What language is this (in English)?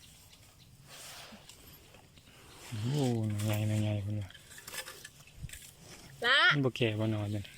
Lao